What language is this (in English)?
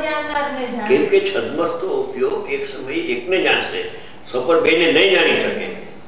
Gujarati